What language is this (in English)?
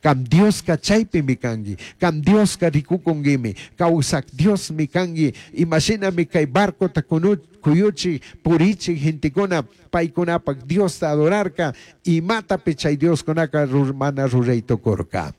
Chimborazo Highland Quichua